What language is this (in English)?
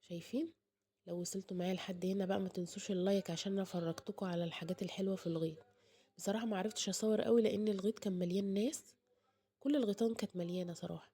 Egyptian Arabic